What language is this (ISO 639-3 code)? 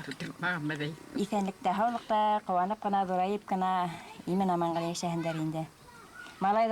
bak